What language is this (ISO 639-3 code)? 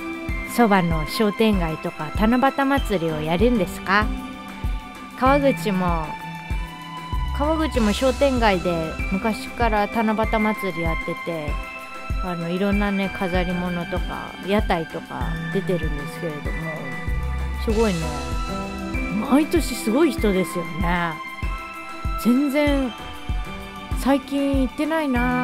jpn